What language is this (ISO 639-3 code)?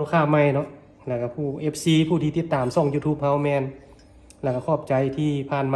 lao